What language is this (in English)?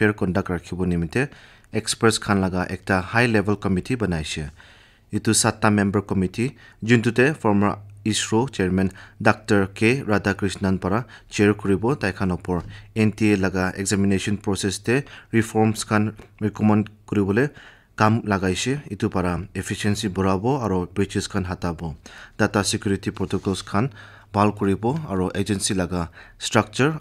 Naga Pidgin